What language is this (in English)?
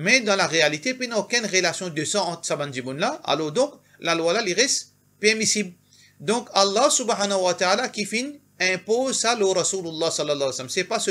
Morisyen